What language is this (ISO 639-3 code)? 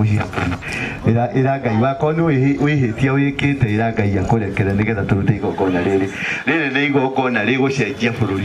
kik